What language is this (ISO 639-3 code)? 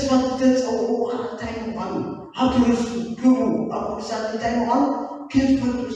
tir